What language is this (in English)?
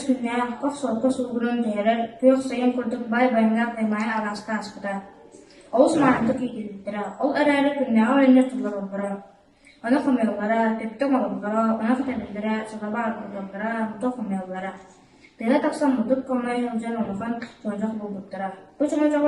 Yakut